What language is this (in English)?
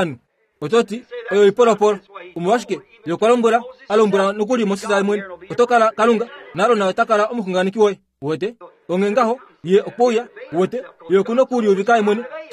Kuanyama